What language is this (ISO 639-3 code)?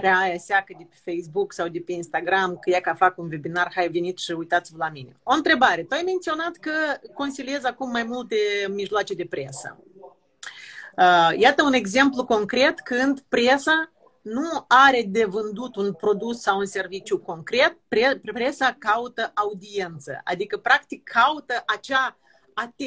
ron